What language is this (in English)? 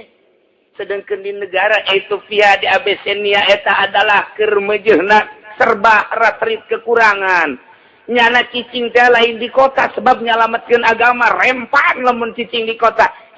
Sundanese